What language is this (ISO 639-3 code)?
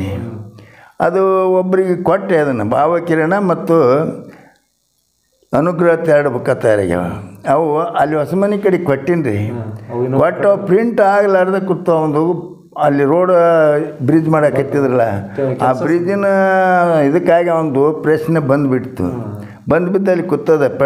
kan